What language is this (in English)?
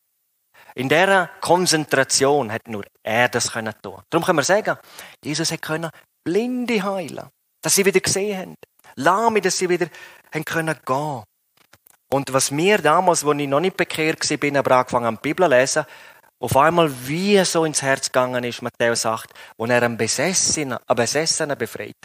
Swiss German